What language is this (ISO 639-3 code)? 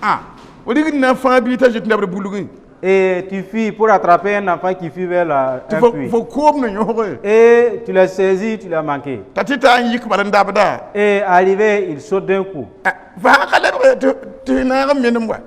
mos